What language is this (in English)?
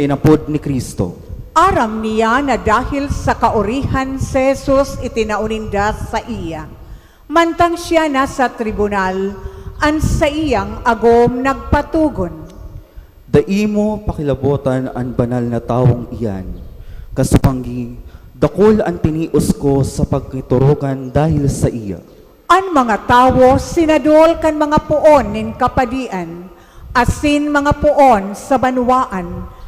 Bikol